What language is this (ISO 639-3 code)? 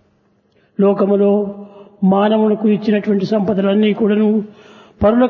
tel